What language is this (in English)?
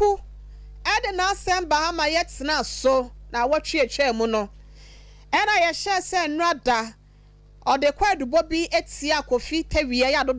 Akan